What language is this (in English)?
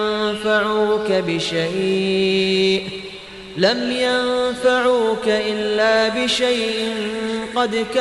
Kumyk